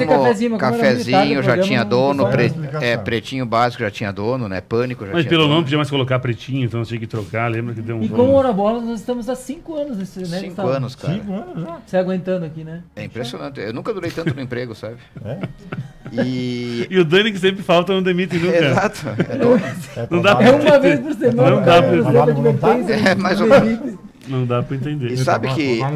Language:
Portuguese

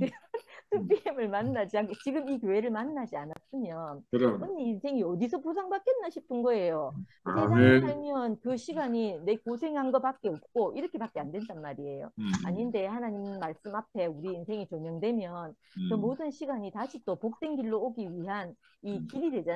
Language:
Korean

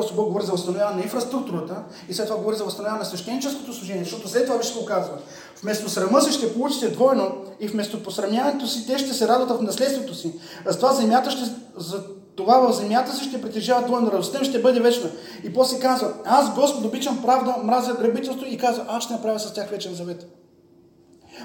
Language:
Bulgarian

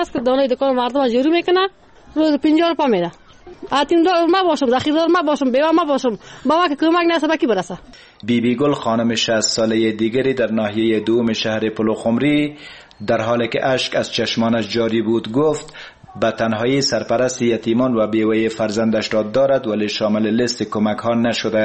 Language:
Persian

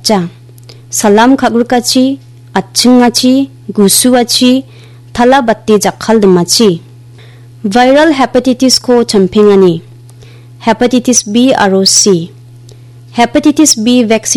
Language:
Garo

